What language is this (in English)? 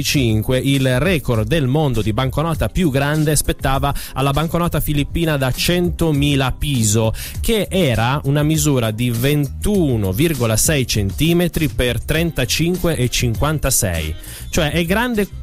Italian